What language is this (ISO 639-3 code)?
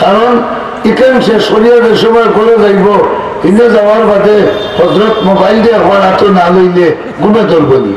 syl